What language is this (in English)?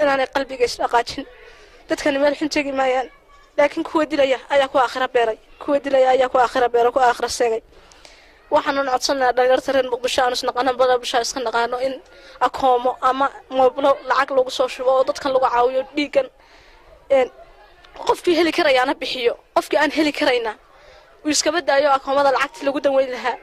Somali